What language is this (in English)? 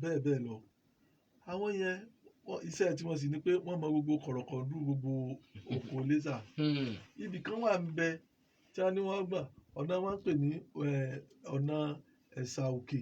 Yoruba